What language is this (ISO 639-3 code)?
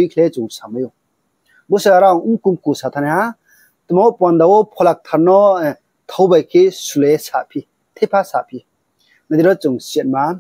ria